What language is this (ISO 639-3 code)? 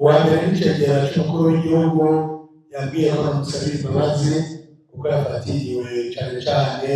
run